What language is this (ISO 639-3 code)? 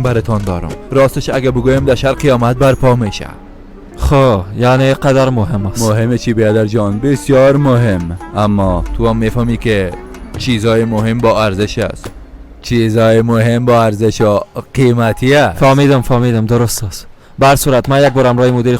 fas